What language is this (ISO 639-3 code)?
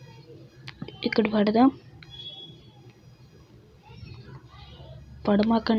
tel